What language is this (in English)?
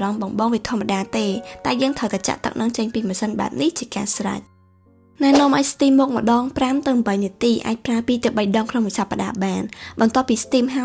Khmer